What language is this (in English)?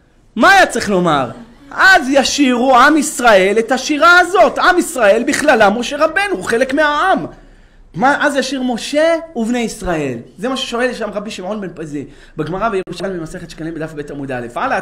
Hebrew